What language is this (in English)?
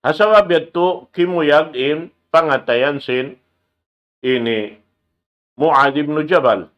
Tausug